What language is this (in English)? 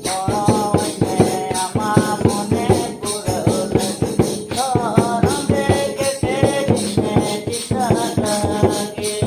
Santali